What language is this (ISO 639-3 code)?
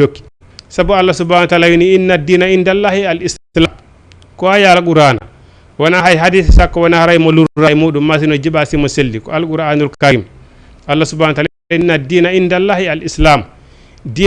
ful